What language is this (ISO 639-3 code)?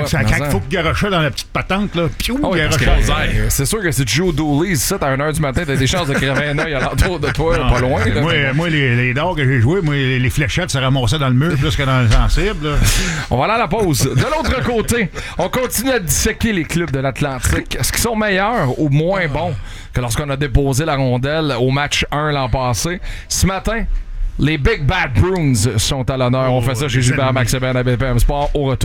fra